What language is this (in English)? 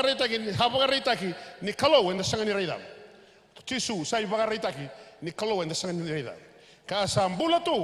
Fijian